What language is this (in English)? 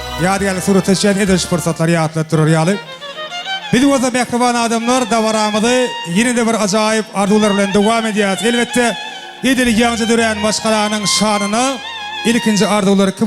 Turkmen